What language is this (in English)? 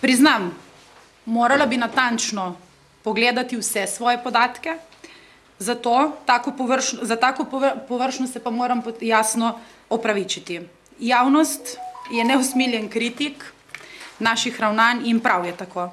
Slovenian